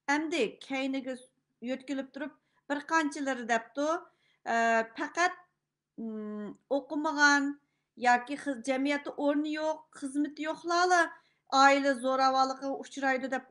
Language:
Uyghur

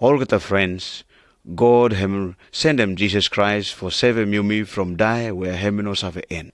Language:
Pijin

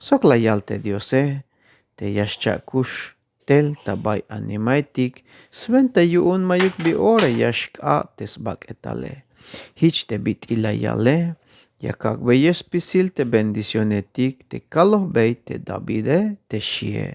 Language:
Tzeltal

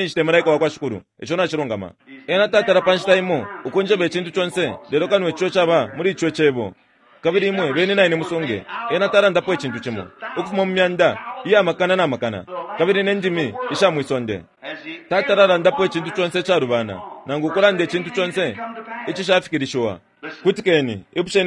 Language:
Bemba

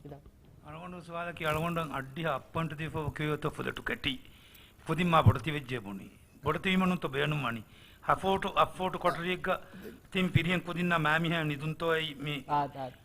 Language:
Divehi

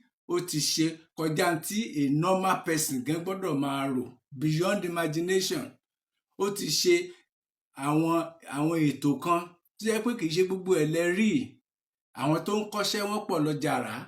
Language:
Yoruba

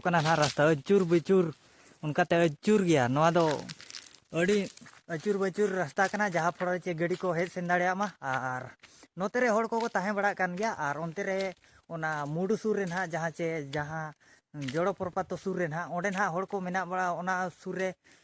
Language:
Santali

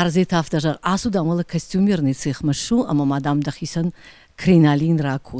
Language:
Ossetic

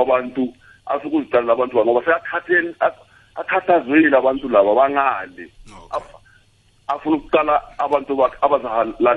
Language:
South Ndebele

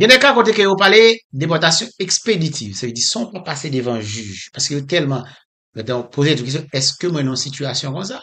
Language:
Haitian Creole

